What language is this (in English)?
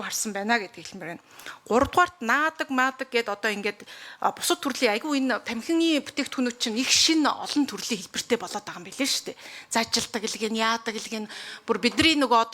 Mongolian